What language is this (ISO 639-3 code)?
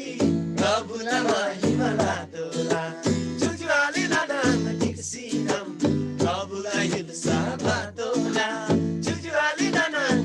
taj